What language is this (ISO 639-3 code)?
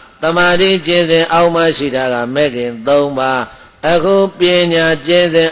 mya